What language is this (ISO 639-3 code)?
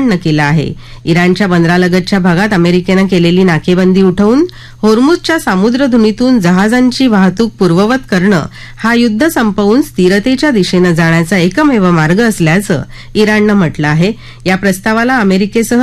mar